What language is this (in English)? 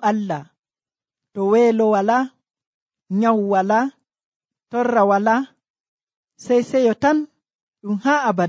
Nigerian Fulfulde